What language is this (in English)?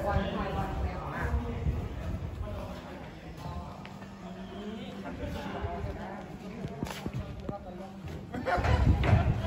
Thai